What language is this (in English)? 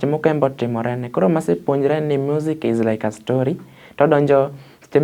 Luo (Kenya and Tanzania)